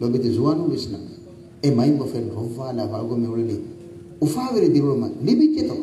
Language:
Divehi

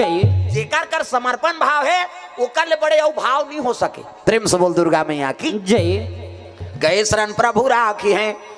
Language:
Chhattisgarhi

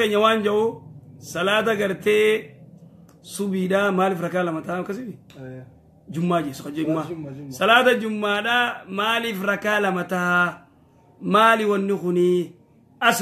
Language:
Oromo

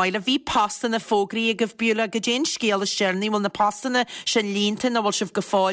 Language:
Irish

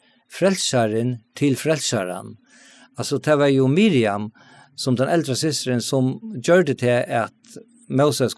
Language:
Faroese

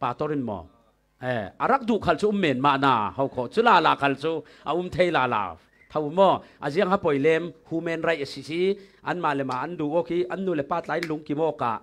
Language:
Falam Chin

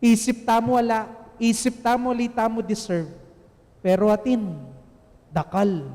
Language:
Pampanga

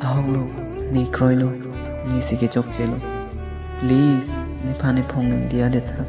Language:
Karbi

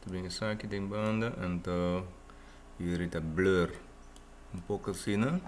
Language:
Papiamento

